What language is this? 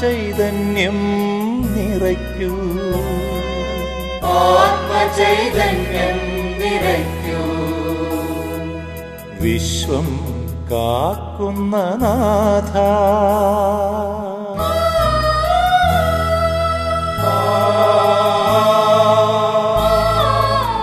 Malayalam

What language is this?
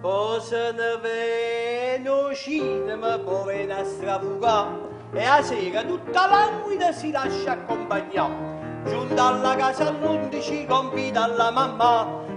Neapolitan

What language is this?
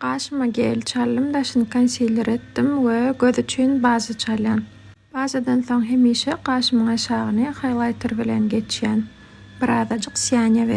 Turkmen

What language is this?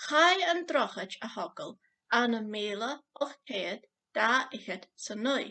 Scottish Gaelic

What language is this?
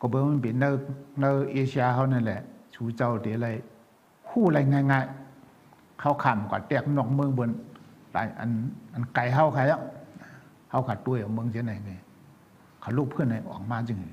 Shan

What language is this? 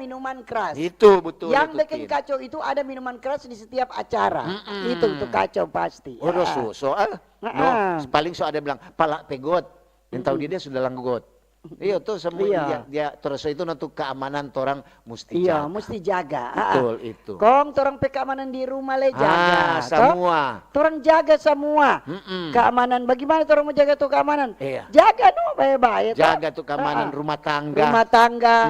Manado Malay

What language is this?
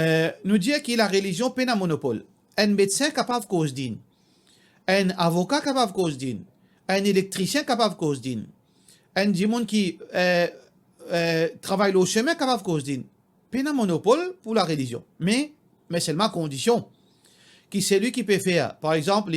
Morisyen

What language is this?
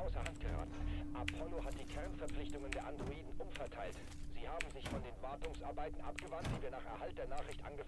Bavarian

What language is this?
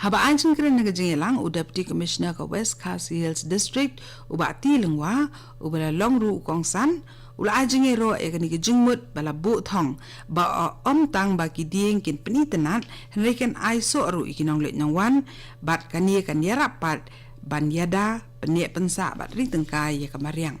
Khasi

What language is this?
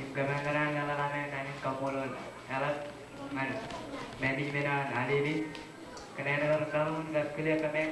Marshallese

